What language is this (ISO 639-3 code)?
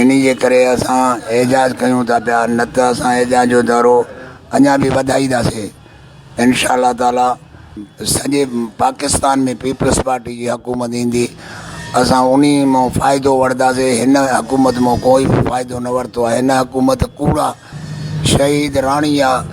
snd